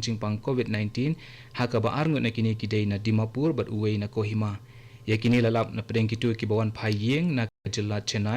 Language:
Khasi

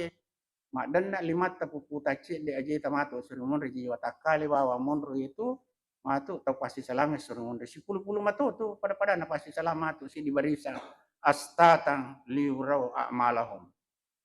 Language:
Buginese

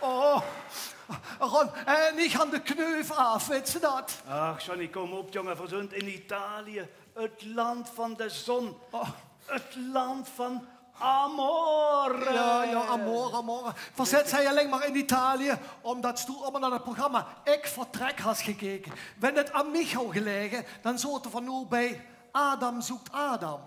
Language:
Limburgish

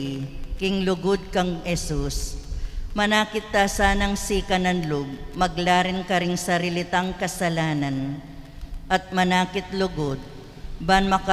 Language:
Pampanga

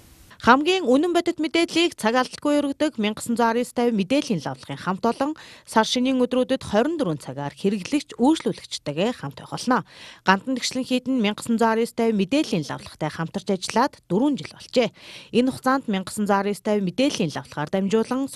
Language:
Mongolian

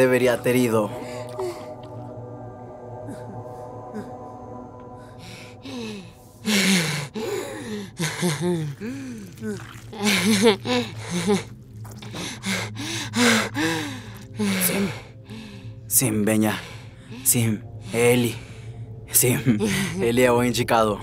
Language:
Portuguese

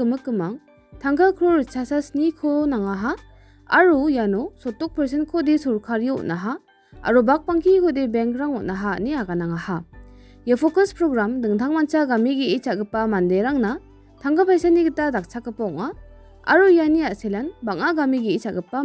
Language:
Garo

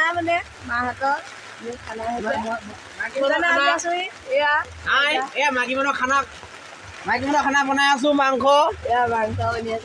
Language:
Assamese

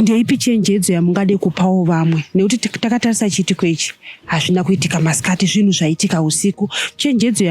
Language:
Shona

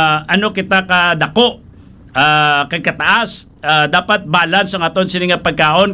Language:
Hiligaynon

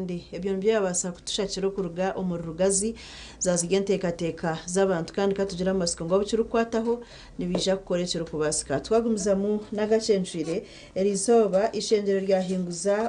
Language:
Nyankole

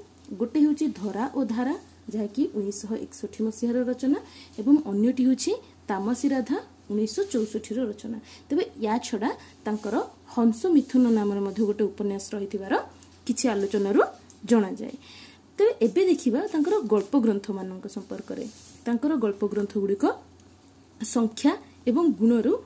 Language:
Odia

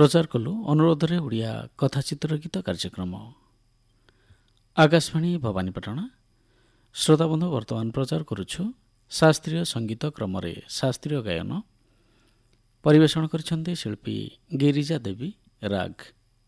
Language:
Odia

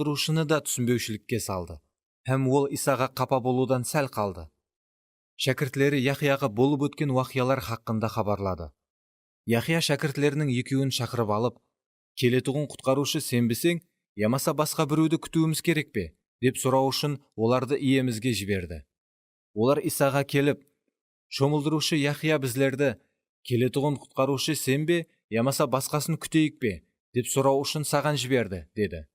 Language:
Kara-Kalpak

